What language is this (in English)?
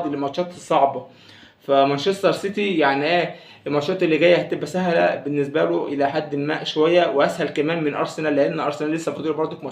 Egyptian Arabic